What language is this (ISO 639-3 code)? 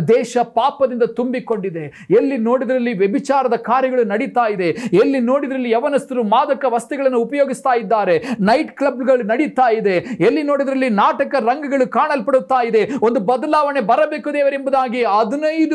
kan